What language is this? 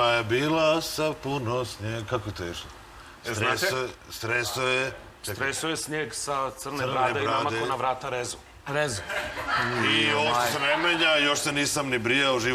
Serbian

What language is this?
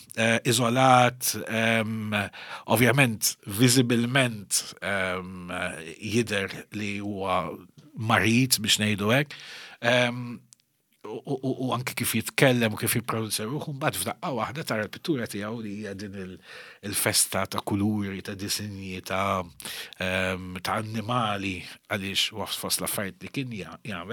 Maltese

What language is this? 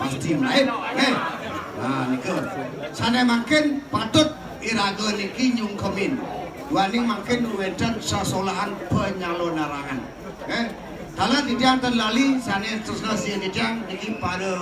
Balinese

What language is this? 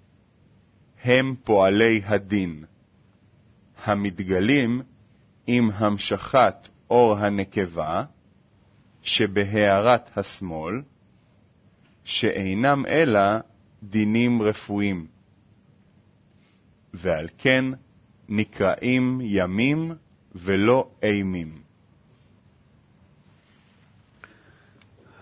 Hebrew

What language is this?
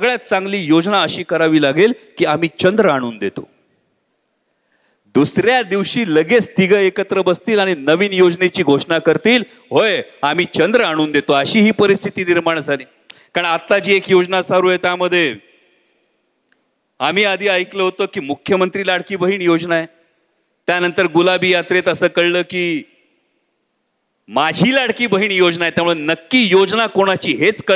Marathi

